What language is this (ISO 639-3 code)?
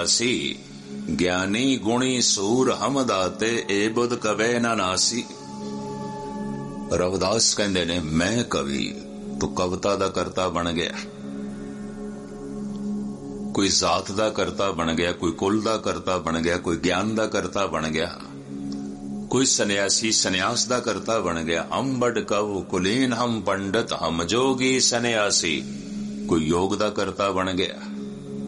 pan